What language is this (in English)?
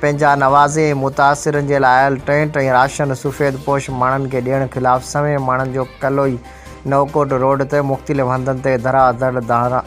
Sindhi